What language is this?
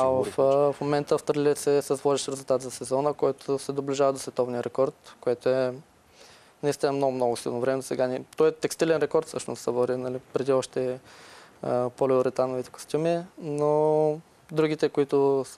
Bulgarian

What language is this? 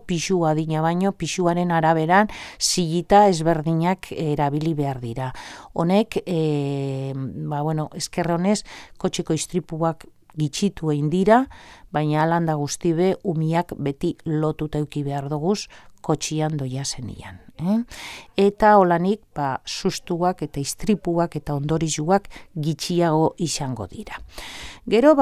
Basque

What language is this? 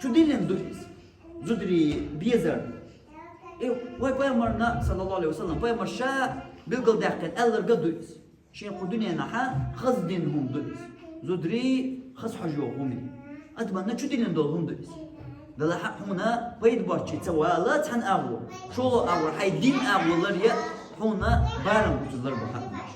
Chechen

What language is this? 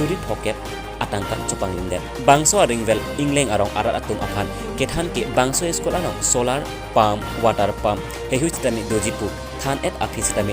Karbi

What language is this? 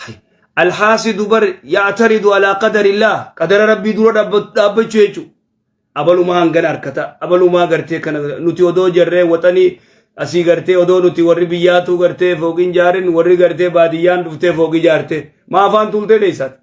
Oromo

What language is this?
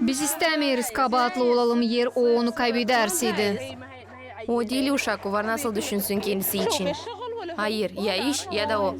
Gagauz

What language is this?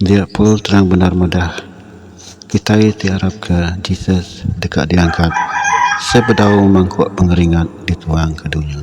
Iban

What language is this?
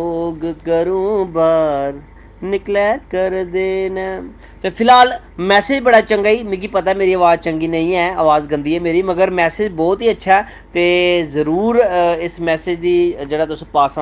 Dogri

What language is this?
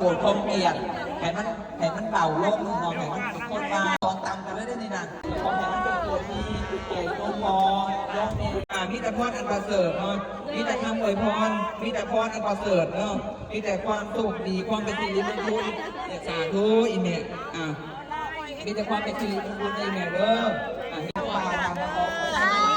Lao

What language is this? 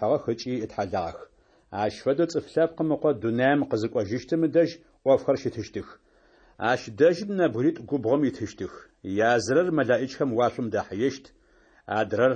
Adyghe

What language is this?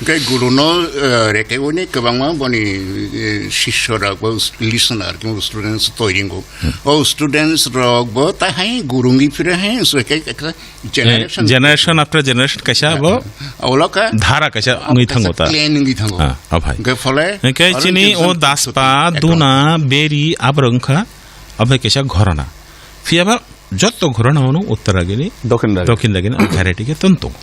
Kok Borok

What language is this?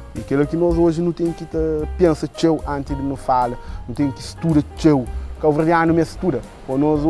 Kabuverdianu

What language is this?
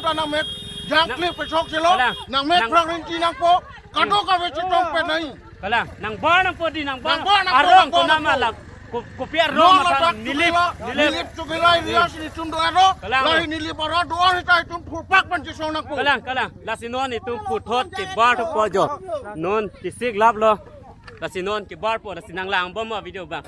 Karbi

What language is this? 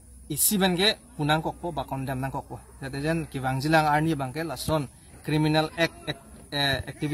Karbi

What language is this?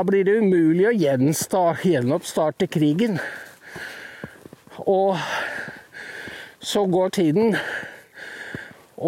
Norwegian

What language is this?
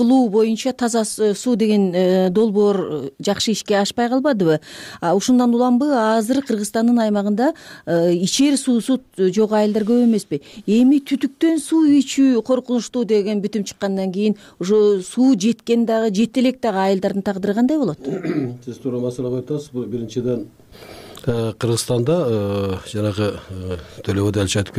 Kyrgyz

